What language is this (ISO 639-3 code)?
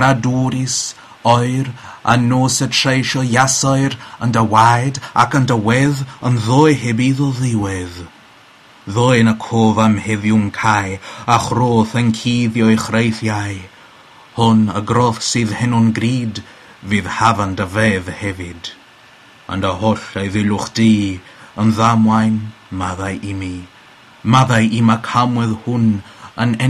cym